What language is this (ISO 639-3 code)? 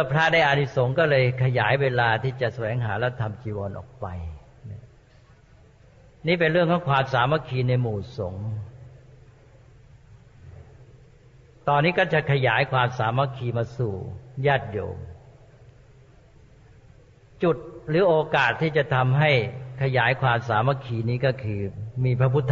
tha